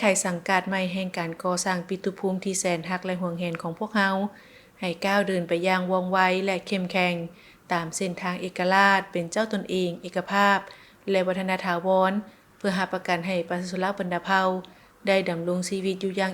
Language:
Lao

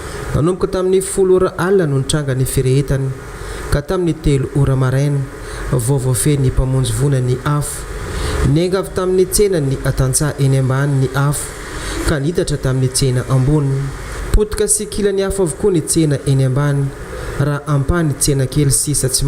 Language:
Malagasy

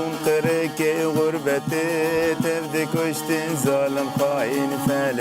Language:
Kurdish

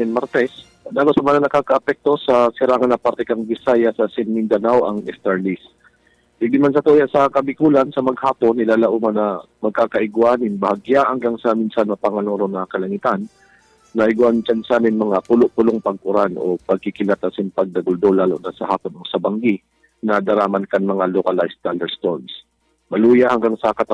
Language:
Bikol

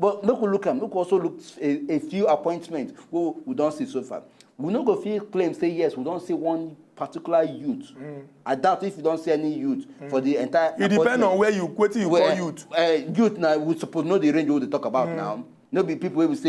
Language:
Nigerian Pidgin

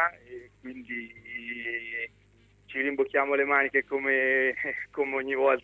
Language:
Italian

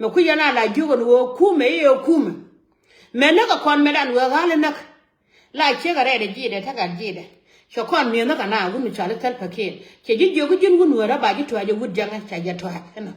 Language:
Nuer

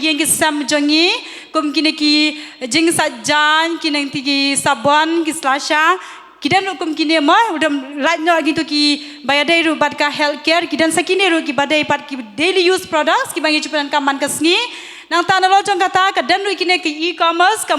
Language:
Khasi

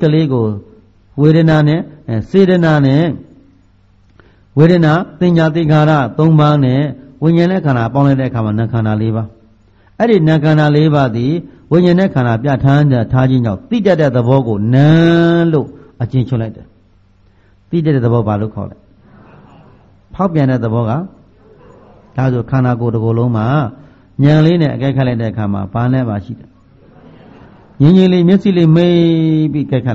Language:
Burmese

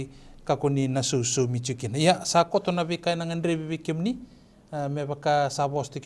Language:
Fijian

